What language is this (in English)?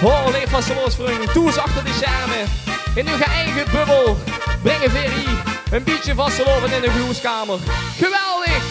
Limburgish